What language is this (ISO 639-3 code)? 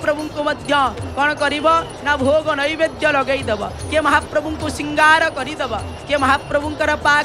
ori